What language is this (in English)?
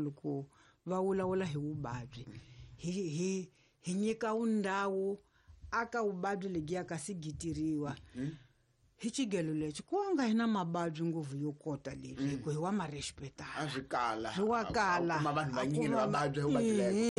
Tsonga